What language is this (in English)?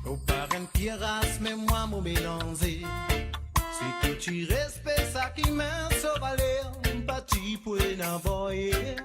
Morisyen